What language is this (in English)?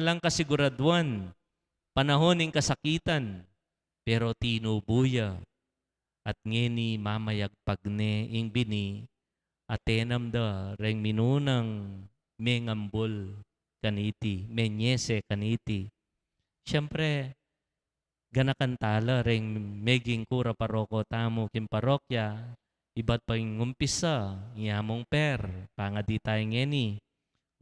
Pampanga